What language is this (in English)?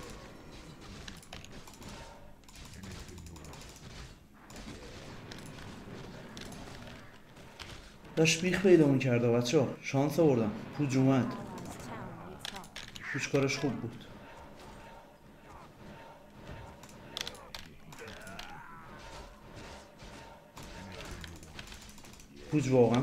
Persian